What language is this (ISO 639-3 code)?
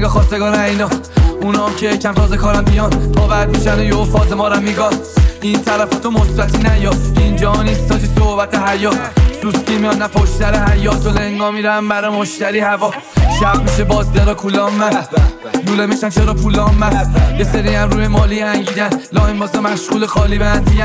fas